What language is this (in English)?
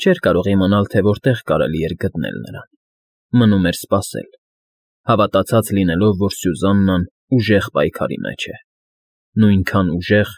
Armenian